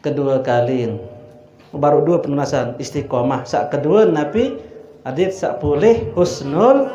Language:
Sasak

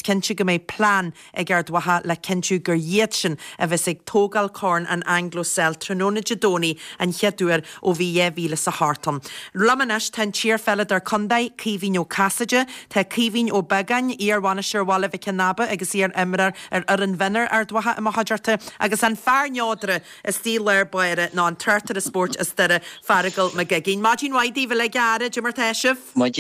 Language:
Irish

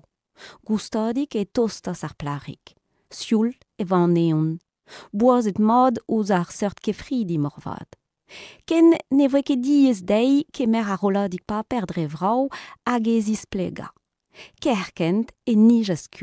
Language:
Breton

